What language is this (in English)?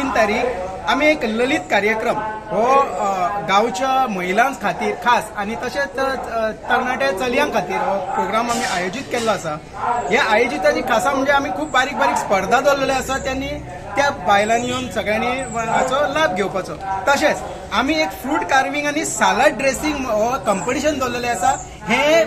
Konkani